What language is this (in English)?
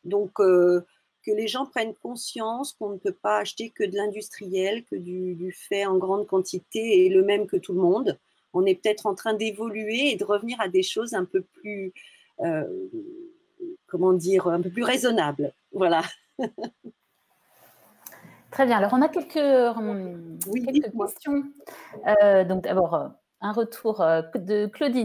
French